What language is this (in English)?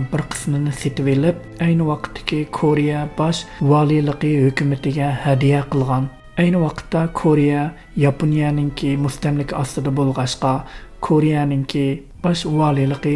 Uyghur